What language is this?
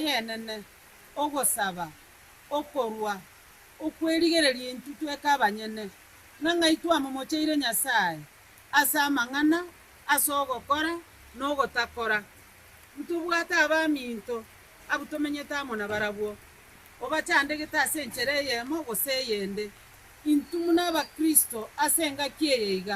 Gusii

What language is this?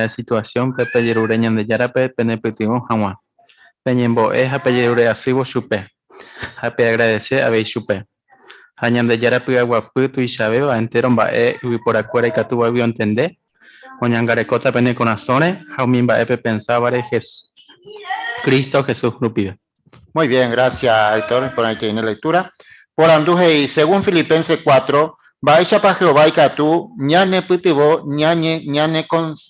Guarani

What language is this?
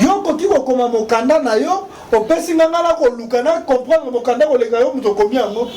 Lingala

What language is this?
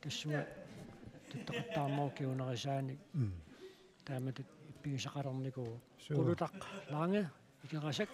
Kalaallisut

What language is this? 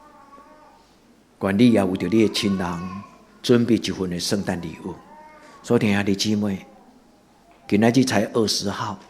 Min Nan Chinese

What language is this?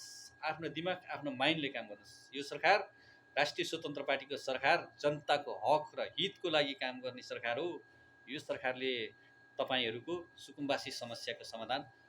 Nepali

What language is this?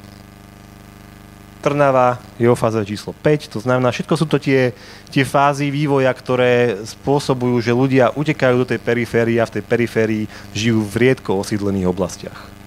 Slovak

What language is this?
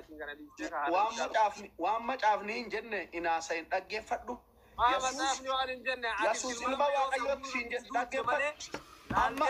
Oromo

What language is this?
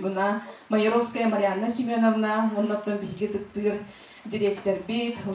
Yakut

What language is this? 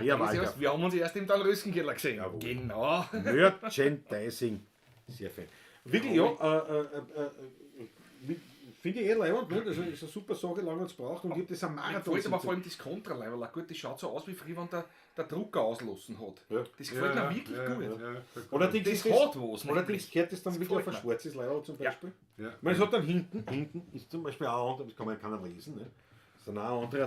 Bavarian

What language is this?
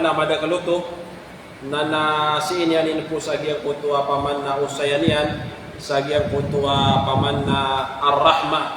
Maranao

